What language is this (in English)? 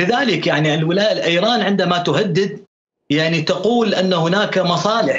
Mesopotamian Arabic